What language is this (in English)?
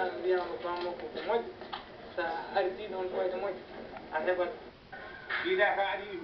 Fula